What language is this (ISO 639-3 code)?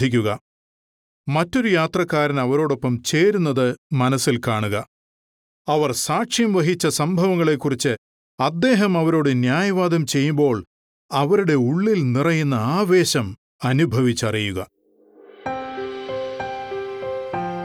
mal